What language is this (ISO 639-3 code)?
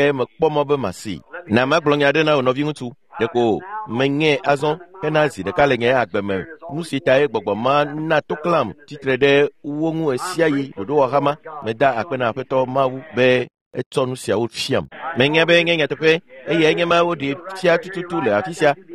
ewe